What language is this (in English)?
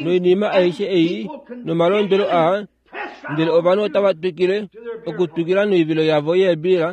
Kuanyama